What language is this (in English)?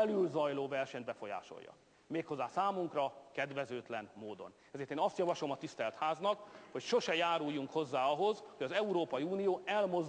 Hungarian